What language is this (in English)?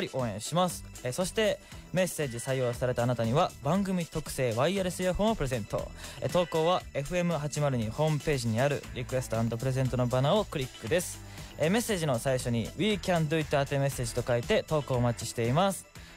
Japanese